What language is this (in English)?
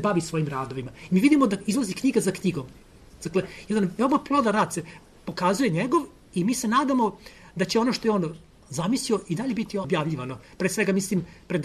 Serbian